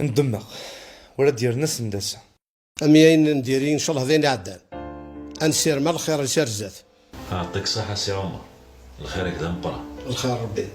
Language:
Kabyle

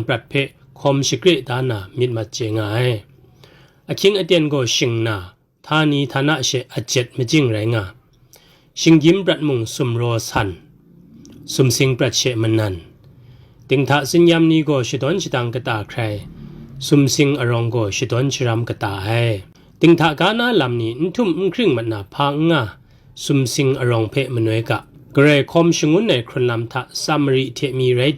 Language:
Kachin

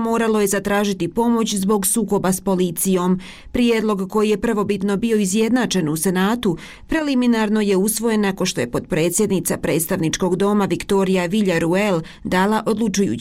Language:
Bosnian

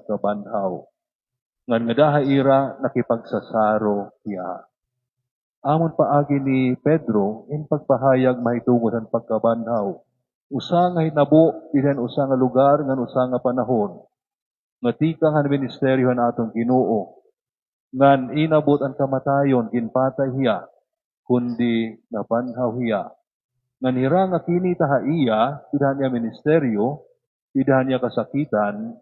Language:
Waray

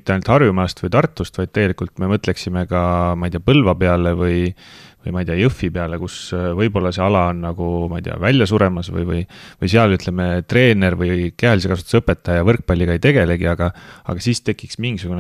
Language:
Estonian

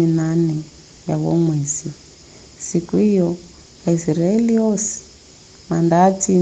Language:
Giryama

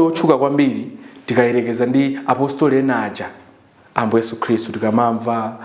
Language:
Nyanja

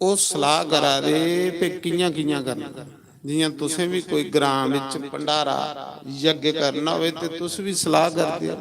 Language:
Dogri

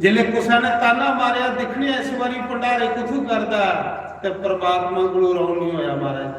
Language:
Dogri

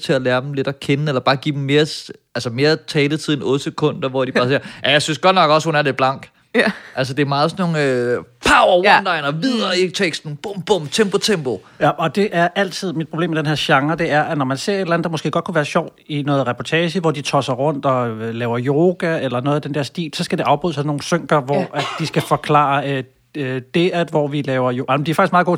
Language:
Danish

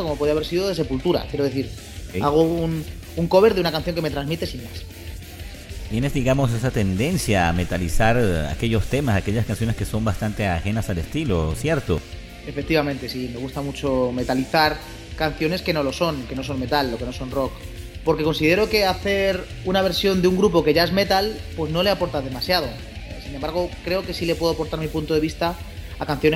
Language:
Spanish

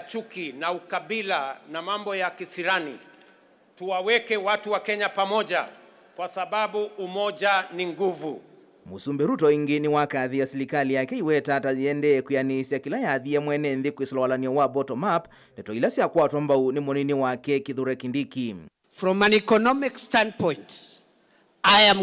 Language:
Kamba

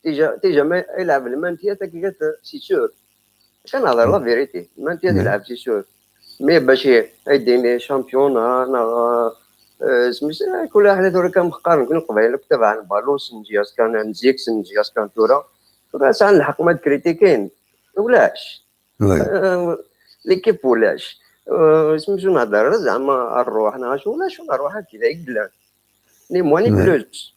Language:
Kabyle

